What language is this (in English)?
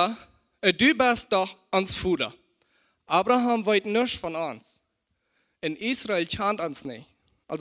Plautdietsch